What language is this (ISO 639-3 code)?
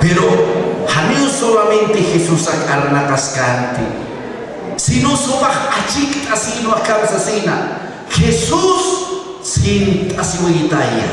aym